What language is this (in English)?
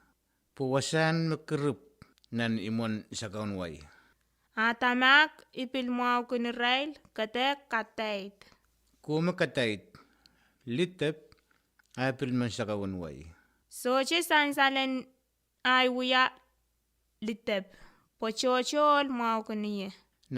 Pohnpeian